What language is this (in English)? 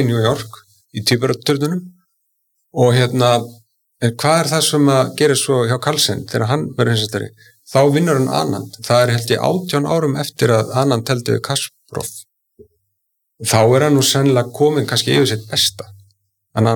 Icelandic